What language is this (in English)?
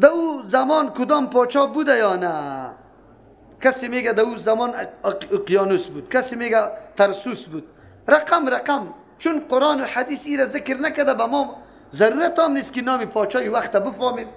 Persian